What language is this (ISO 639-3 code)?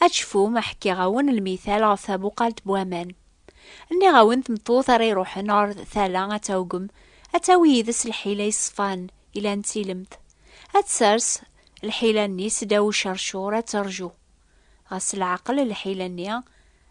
kab